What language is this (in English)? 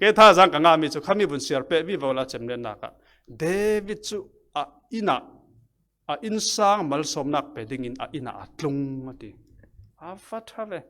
Falam Chin